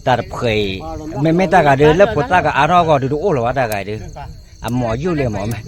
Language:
S'gaw Karen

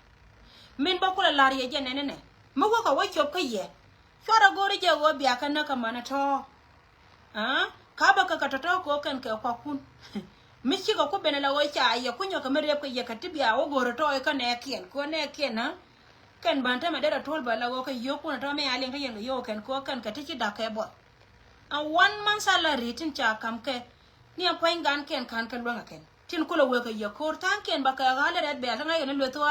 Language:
Nuer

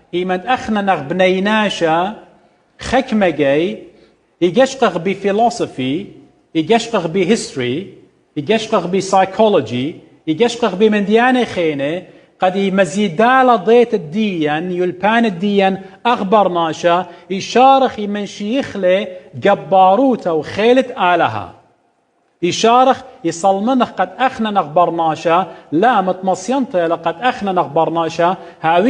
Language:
Assyrian Neo-Aramaic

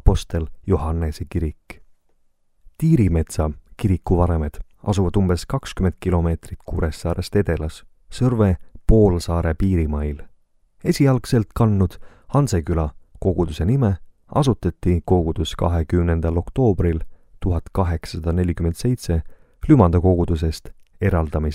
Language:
Estonian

